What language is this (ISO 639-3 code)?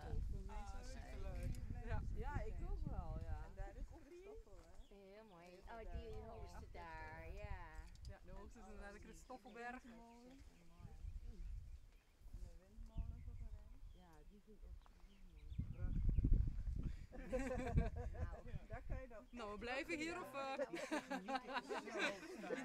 nld